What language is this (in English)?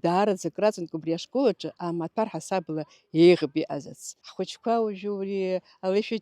Abkhazian